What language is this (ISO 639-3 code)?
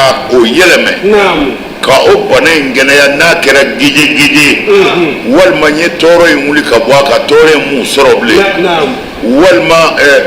bam